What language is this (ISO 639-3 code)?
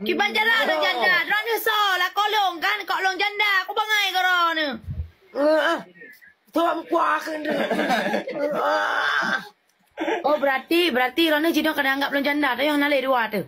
ace